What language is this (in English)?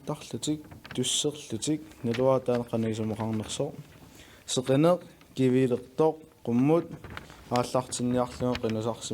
Kalaallisut